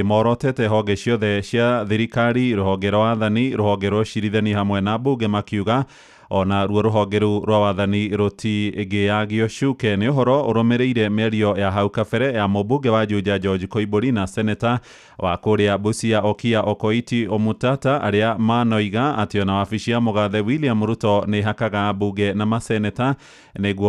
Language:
Kikuyu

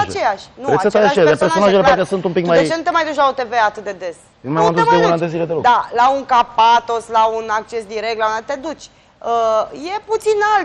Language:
Romanian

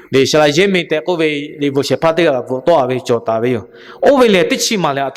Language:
Lahu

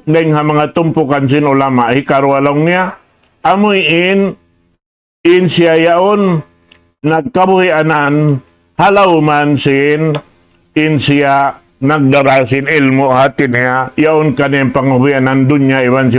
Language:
Tausug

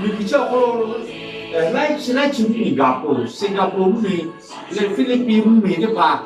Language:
Lahu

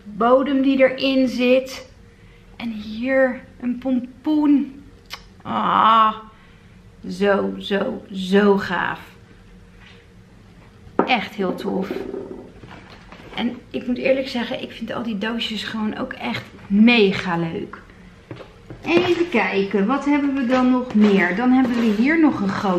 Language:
Dutch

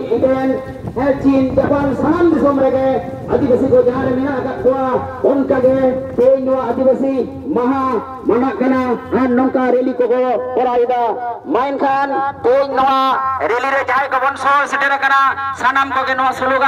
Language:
Santali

